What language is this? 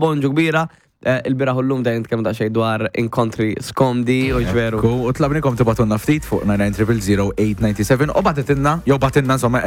Maltese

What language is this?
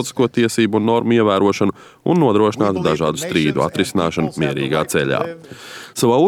Latvian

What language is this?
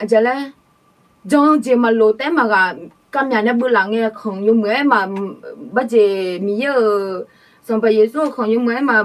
Akha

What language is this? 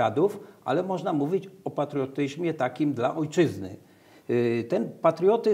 Polish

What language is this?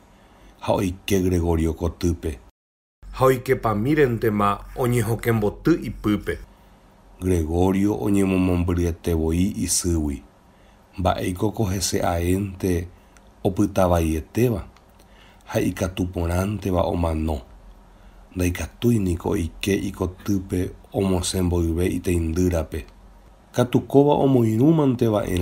Guarani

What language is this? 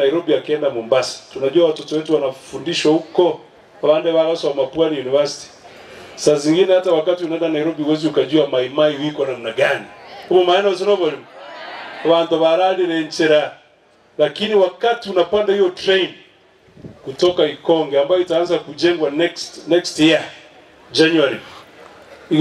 Gusii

